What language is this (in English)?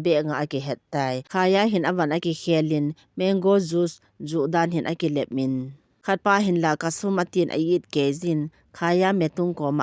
Thado Chin